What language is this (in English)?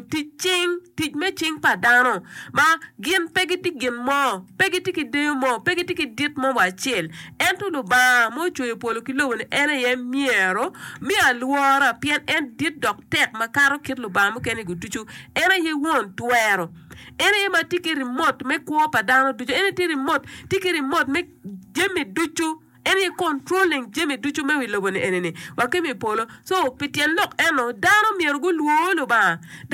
Acoli